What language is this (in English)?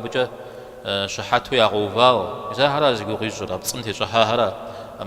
Kabardian